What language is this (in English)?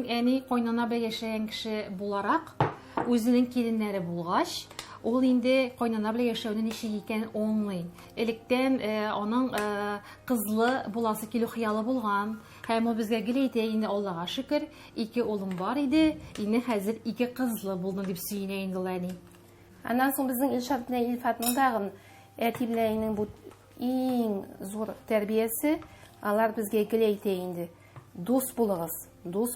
Tatar